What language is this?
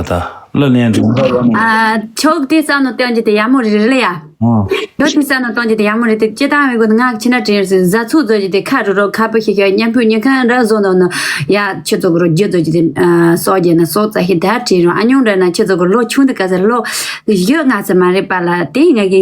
Tibetan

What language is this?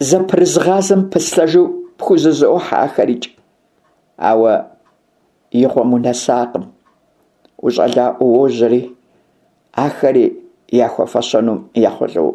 Kabardian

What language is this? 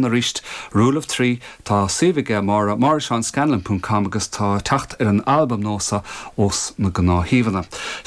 Irish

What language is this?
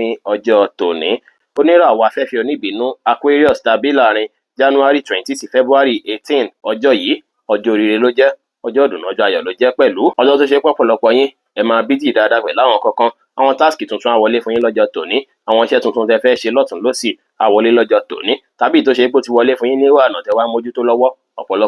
Yoruba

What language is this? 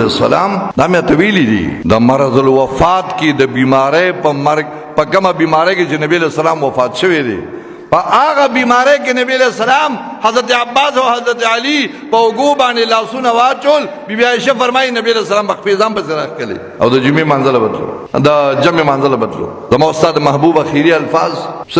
Pashto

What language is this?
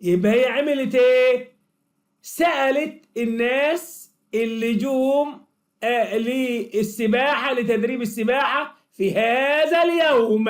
Egyptian Arabic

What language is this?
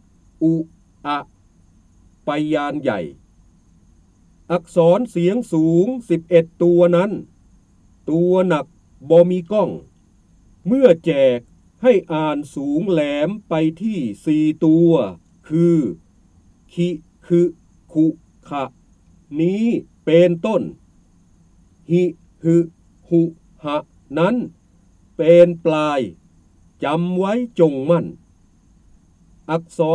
Thai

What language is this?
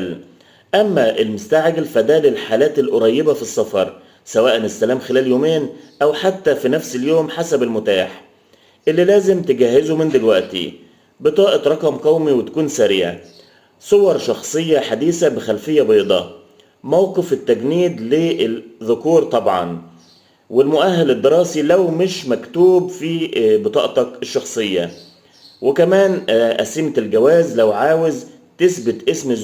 Egyptian Arabic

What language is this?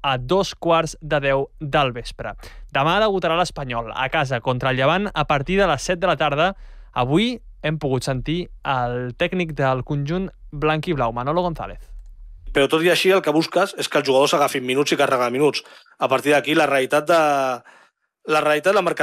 Catalan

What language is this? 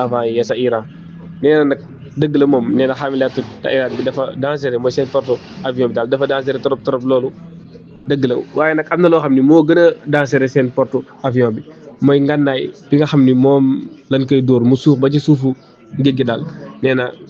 Wolof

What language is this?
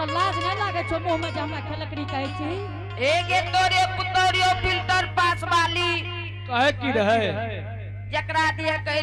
Angika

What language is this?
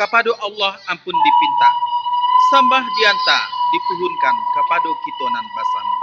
Minangkabau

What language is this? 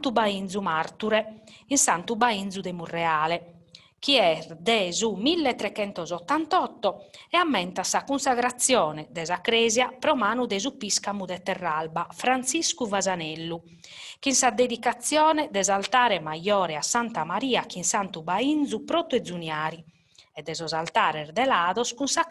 Sardinian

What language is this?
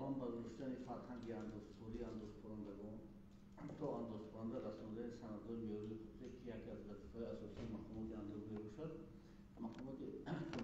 Tajik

